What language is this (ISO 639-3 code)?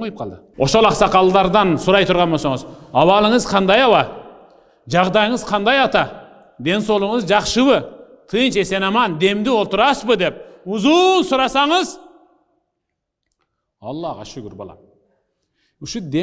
kir